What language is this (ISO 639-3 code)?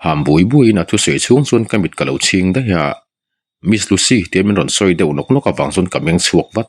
lus